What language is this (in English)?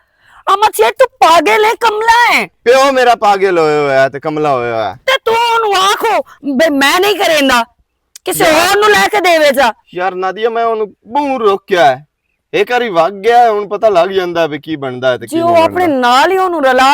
Western Panjabi